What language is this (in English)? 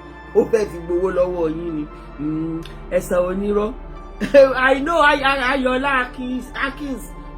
Yoruba